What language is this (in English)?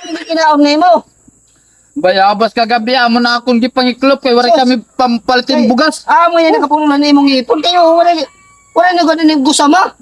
Waray